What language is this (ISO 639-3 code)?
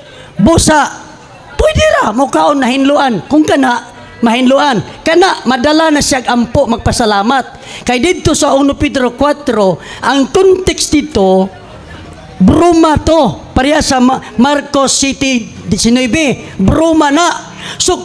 ceb